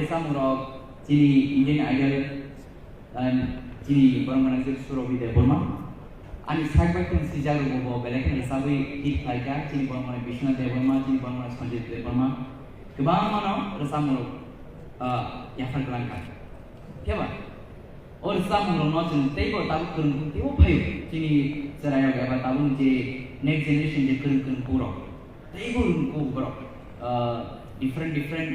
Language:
Kok Borok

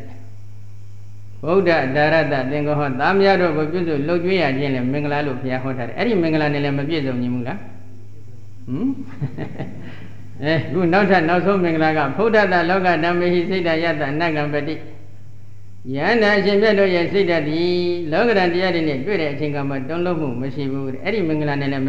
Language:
Burmese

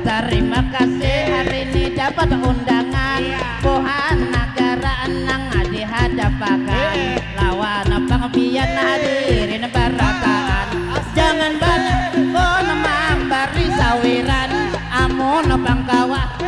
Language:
Banjar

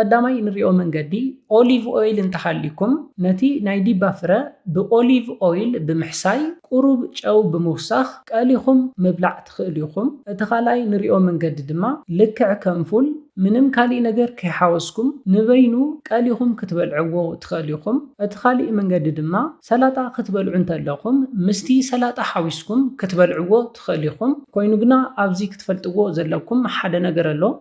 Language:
Tigrinya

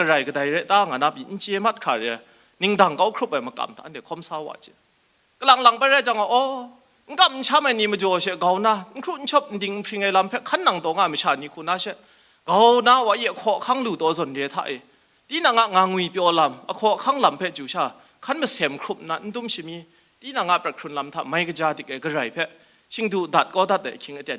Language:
Kachin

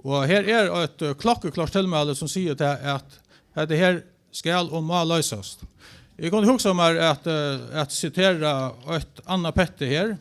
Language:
Faroese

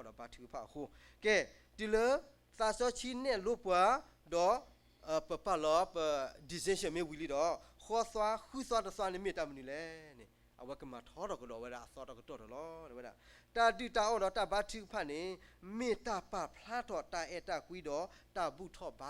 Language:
S'gaw Karen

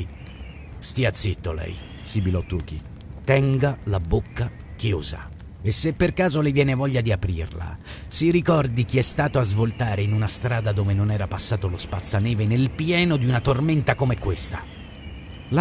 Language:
Italian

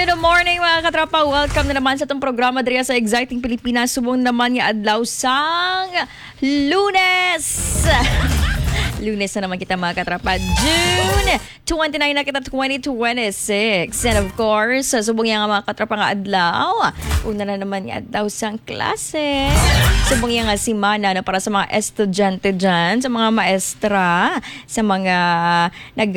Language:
Hiligaynon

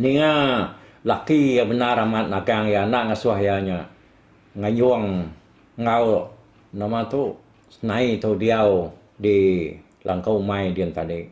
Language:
Iban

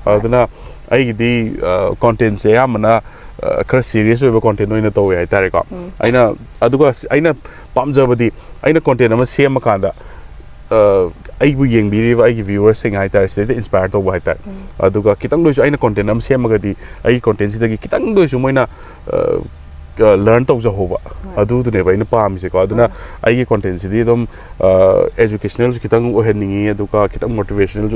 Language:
Manipuri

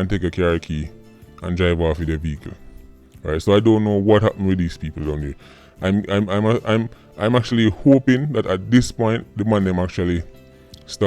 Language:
Jamaican Creole English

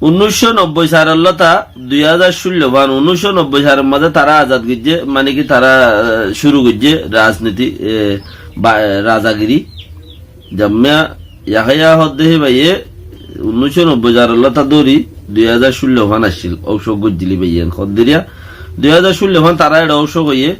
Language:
Rohingya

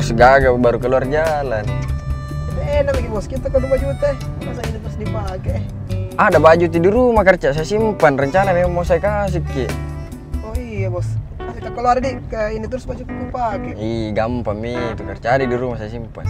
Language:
Makassar Malay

